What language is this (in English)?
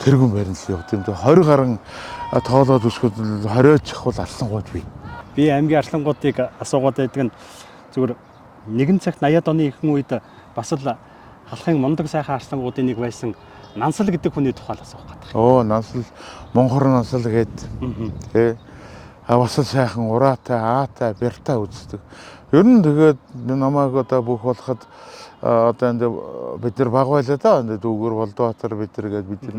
Mongolian